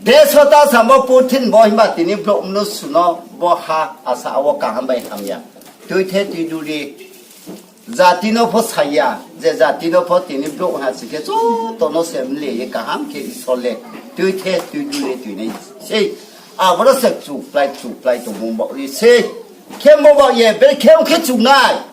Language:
Riang (India)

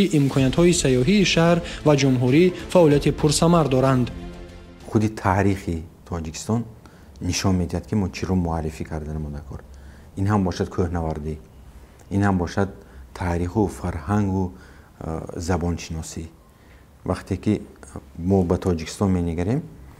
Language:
Tajik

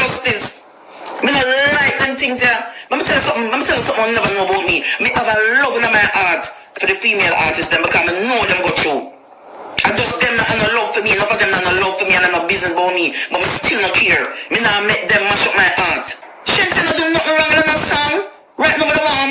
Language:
Jamaican Creole English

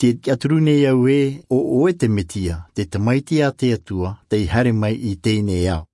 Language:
Tahitian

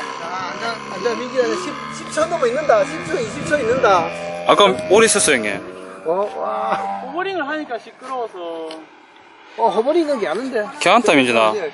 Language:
Korean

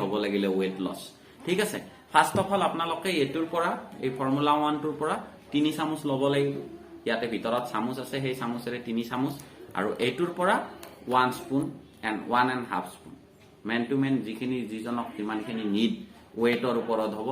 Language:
Assamese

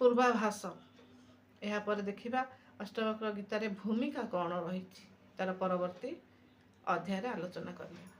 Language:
Odia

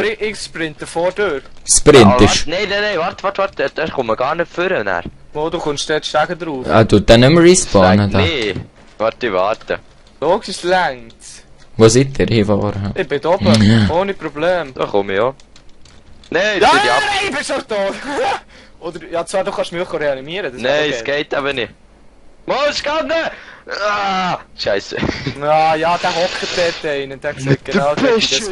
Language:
Swiss German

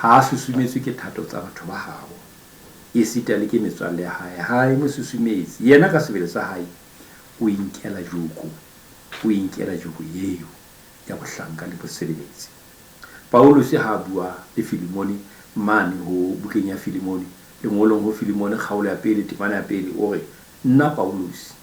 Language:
Southern Sotho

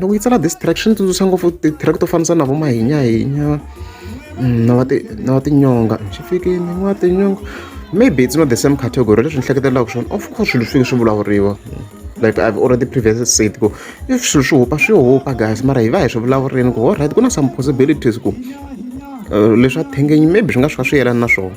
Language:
Tsonga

